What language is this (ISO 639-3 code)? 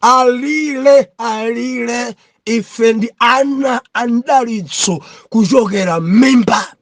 nya